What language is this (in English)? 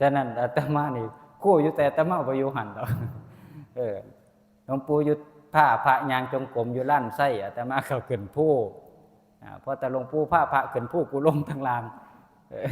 Northeastern Thai